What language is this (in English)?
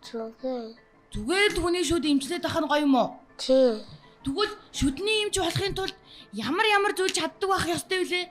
Mongolian